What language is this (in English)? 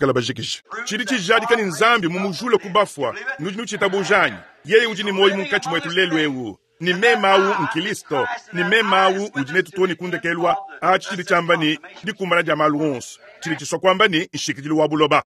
Luba-Lulua